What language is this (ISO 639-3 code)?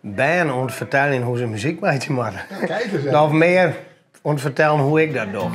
fry